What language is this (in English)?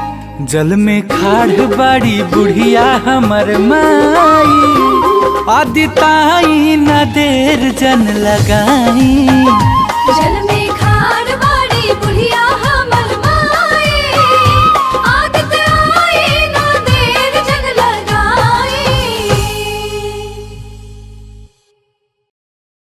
Bhojpuri